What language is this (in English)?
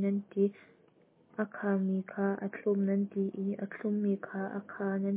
Hakha Chin